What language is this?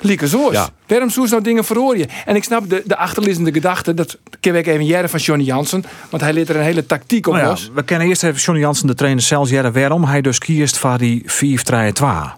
Western Frisian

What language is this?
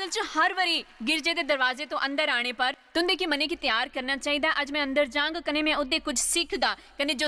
Dogri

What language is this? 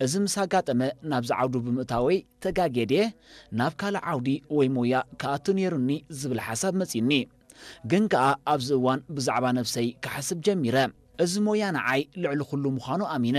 Tigrinya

